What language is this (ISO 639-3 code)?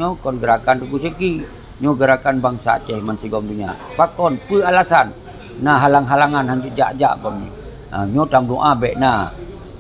ace